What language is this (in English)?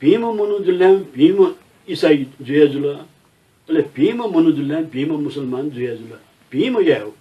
Newari